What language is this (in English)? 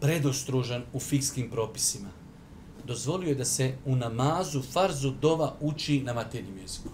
Bosnian